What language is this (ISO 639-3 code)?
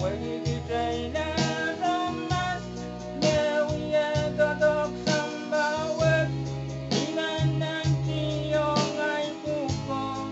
pon